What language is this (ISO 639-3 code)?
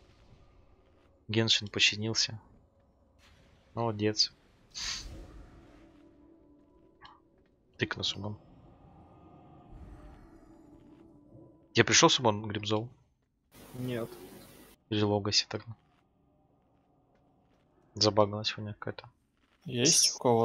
rus